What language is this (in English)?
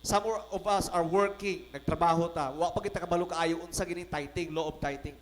Cebuano